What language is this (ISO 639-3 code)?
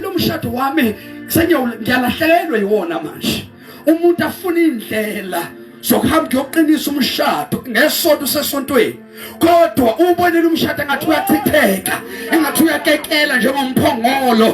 zul